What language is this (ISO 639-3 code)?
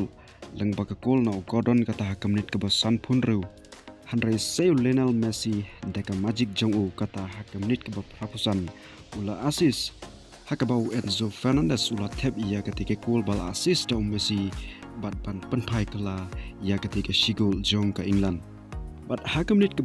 kha